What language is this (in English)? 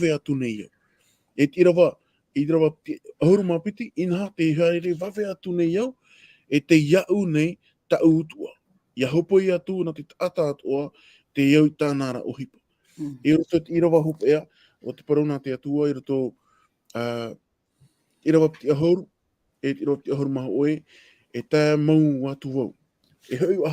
Tahitian